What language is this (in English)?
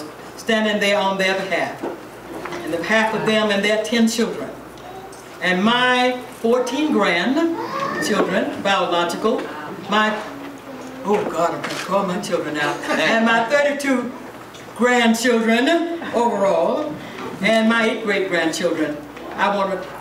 English